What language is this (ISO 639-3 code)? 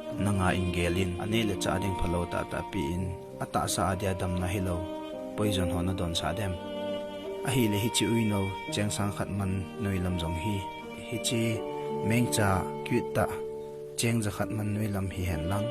tcz